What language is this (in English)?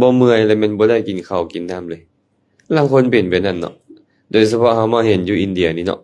Lao